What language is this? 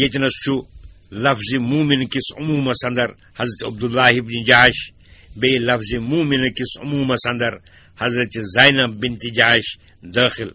Kashmiri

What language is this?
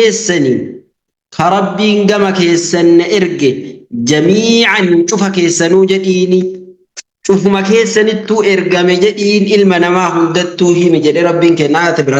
Oromo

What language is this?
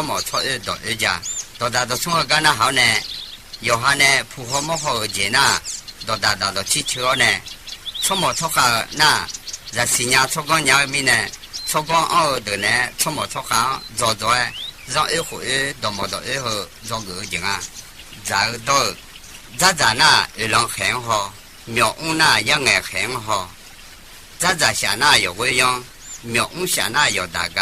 Akha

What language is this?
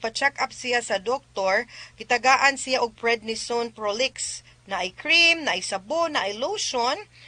Cebuano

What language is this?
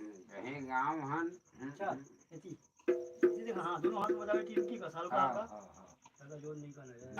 Chhattisgarhi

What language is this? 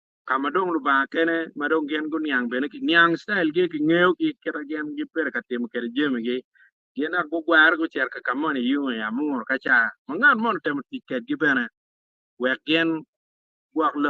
Acoli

